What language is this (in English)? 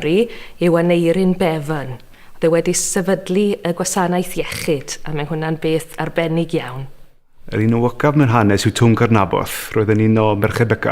Welsh